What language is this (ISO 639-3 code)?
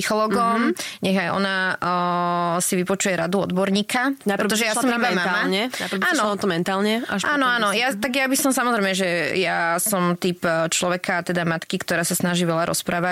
slk